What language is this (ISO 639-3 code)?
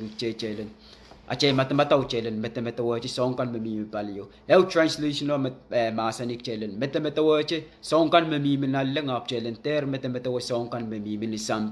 pon